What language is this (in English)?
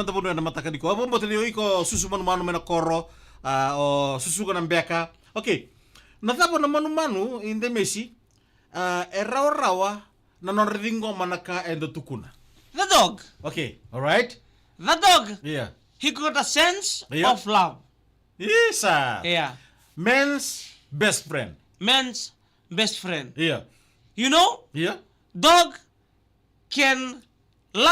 Fijian